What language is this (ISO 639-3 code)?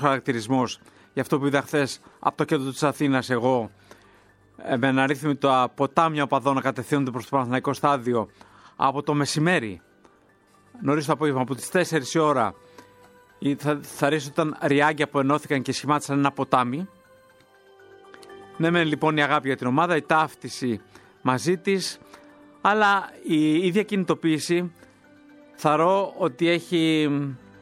ell